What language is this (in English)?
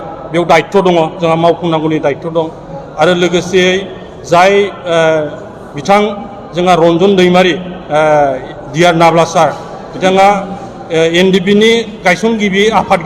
Bodo